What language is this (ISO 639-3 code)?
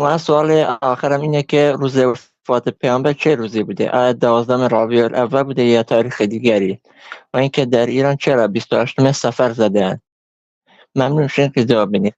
fas